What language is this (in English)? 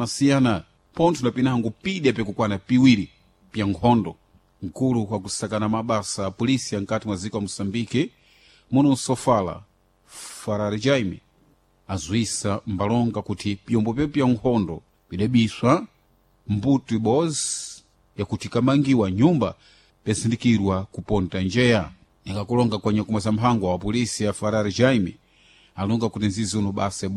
Sena